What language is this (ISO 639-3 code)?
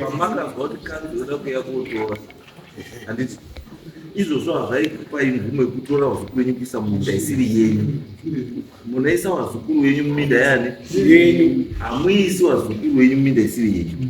sna